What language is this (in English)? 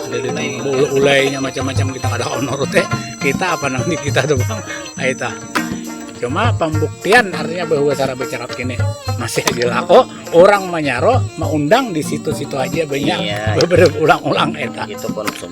Banjar